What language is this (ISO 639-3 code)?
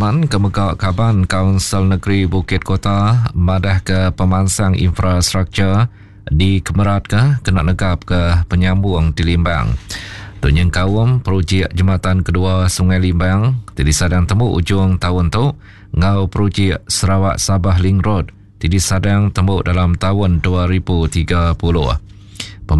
iba